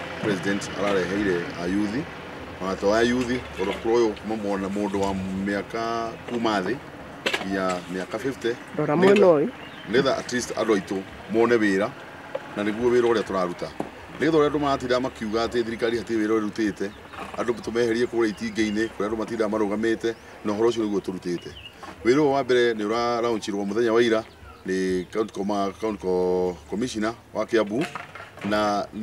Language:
Kikuyu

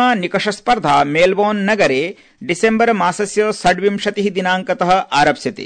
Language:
Sanskrit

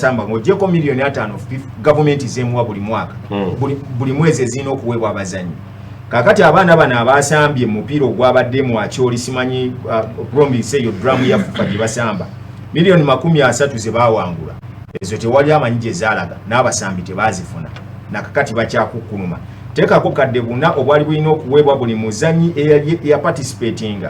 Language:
Ganda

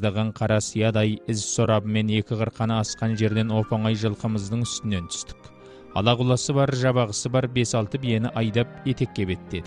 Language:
Kazakh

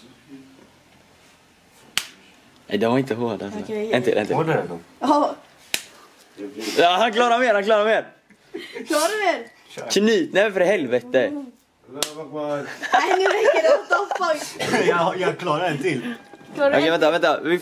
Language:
Swedish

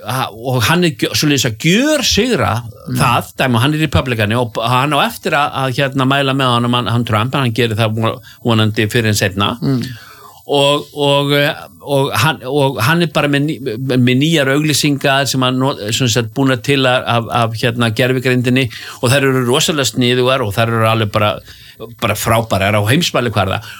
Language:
Icelandic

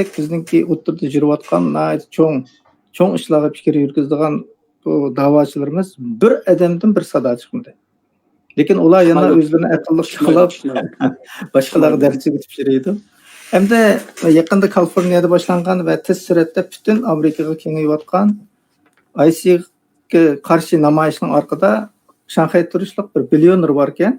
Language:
Uyghur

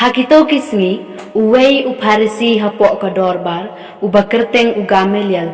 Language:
Khasi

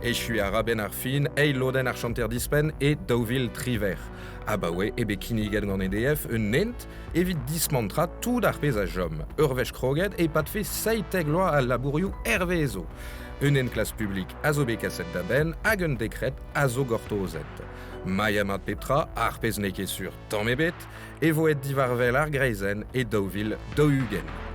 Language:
Breton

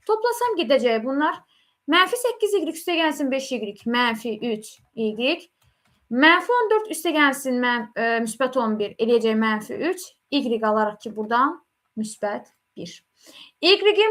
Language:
Azerbaijani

